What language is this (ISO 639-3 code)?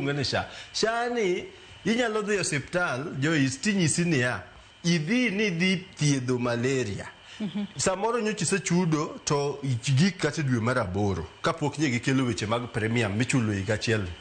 luo